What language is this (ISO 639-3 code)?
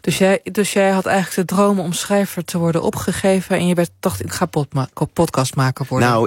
nld